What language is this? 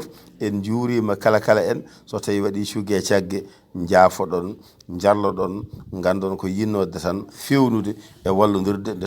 Fula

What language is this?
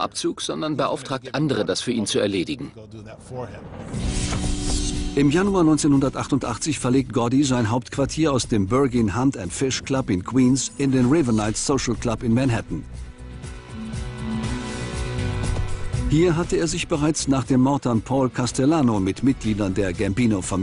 German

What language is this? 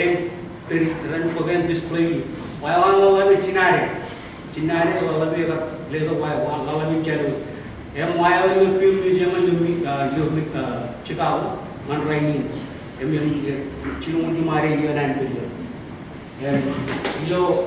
Marshallese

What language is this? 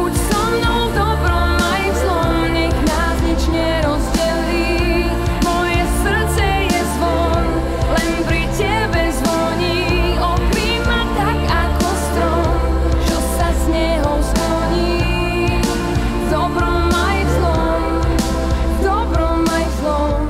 Slovak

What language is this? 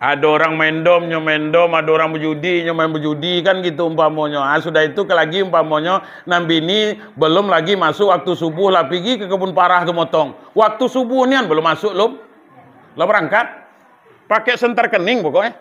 Minangkabau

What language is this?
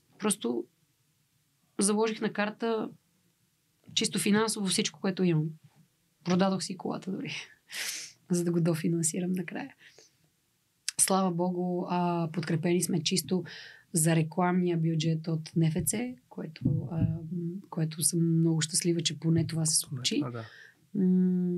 Bulgarian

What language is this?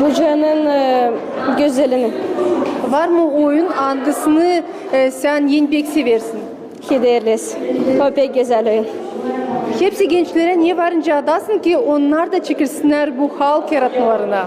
Gagauz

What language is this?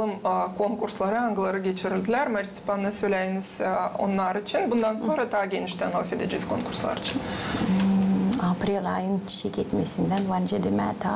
Gagauz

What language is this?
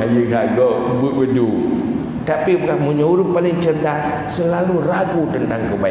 Achinese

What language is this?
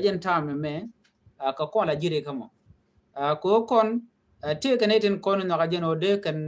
Nuer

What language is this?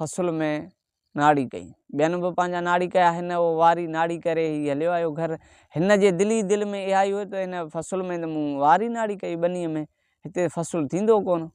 Sindhi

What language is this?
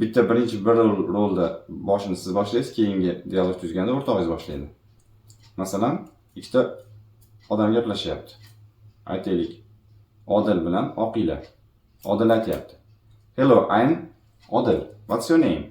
Uzbek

